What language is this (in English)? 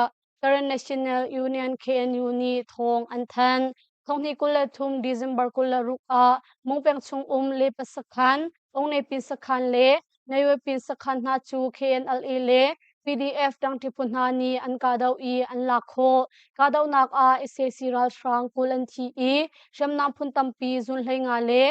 Hakha Chin